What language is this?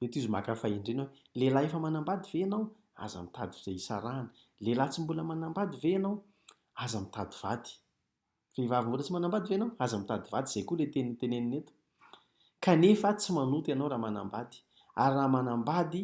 Malagasy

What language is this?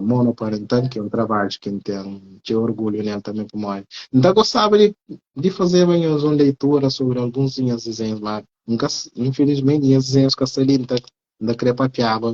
Kabuverdianu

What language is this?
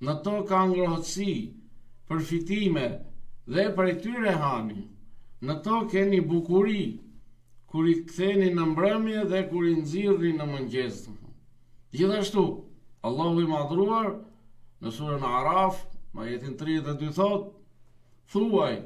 Albanian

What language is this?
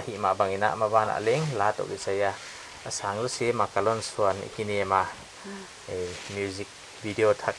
Paite Chin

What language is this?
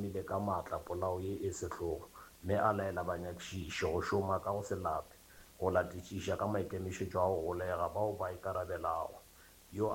Northern Sotho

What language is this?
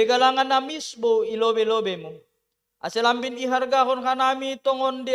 Batak Simalungun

